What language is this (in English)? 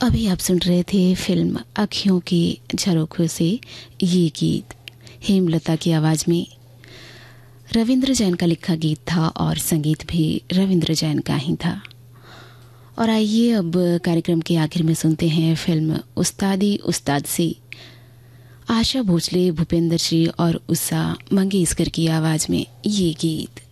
Hindi